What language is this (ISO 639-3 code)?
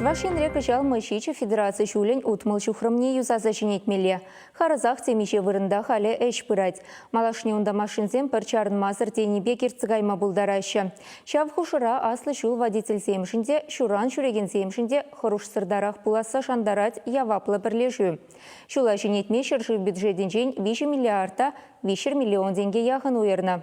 chv